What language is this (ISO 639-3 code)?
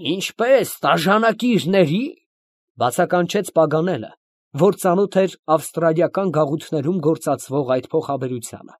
hye